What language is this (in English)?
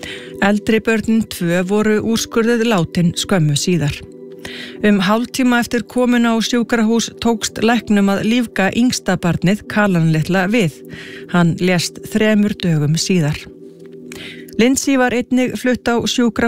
Icelandic